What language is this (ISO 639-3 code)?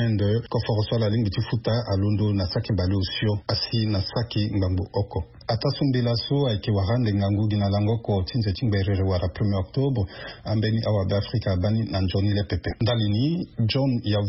sag